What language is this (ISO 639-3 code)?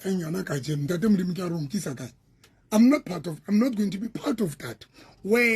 sot